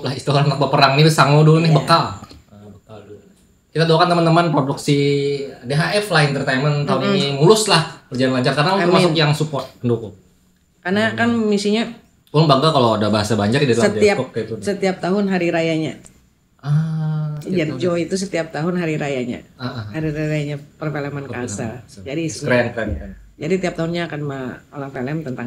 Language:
Banjar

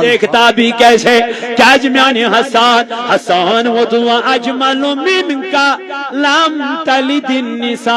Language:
Kashmiri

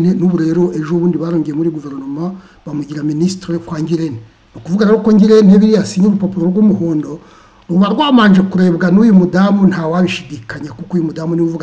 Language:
Kinyarwanda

